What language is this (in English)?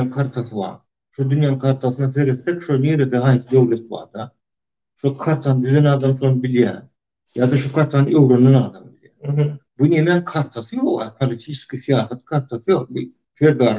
Turkmen